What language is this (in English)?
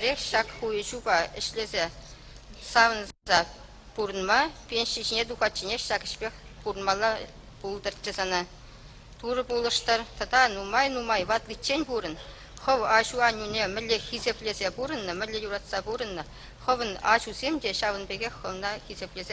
Chuvash